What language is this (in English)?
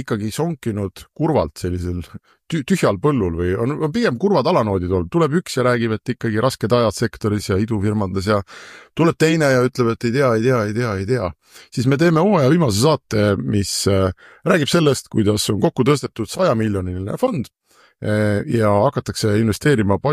Estonian